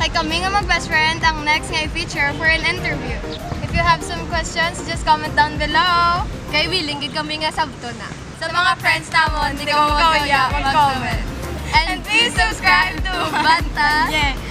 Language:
Hiligaynon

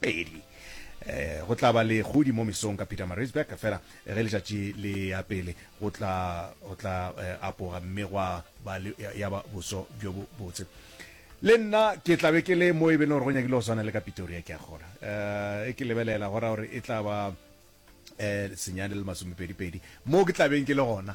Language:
Northern Sotho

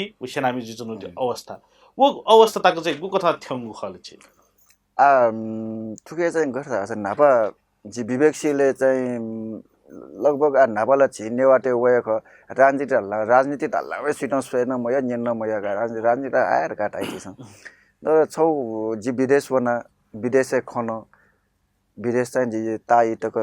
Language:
Newari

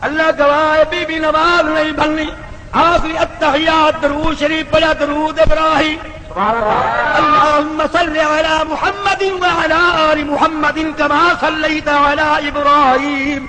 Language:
Saraiki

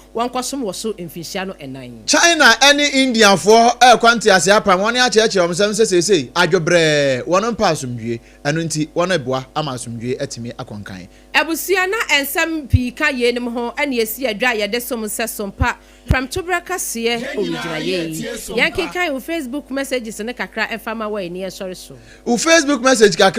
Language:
Akan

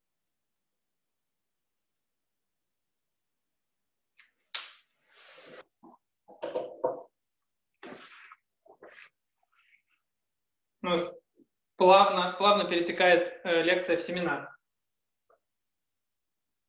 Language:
Russian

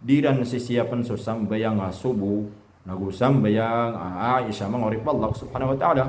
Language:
Maranao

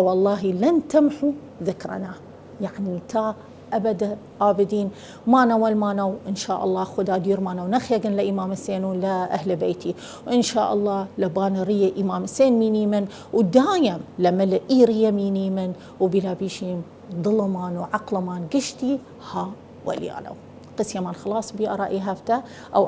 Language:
Southern Kurdish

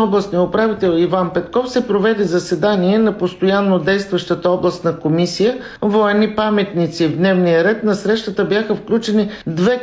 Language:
Bulgarian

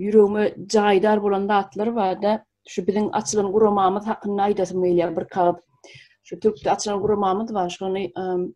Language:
Turkmen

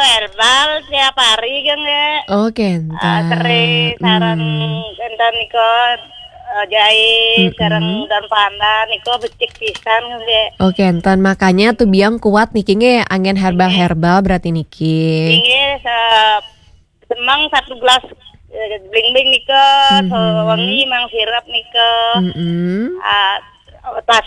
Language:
Balinese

